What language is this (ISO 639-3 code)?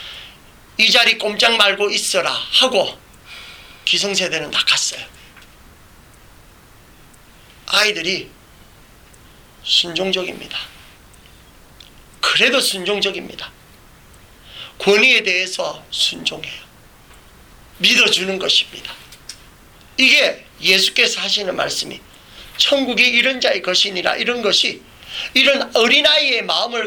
kor